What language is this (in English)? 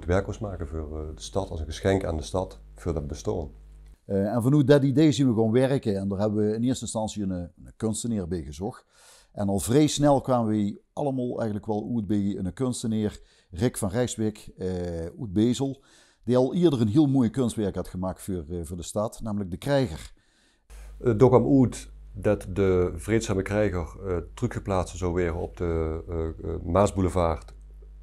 Limburgish